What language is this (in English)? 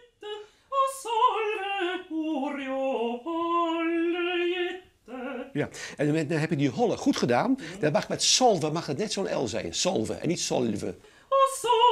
Western Frisian